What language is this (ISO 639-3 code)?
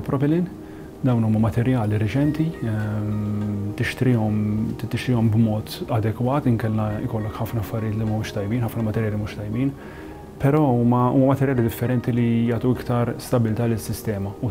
mlt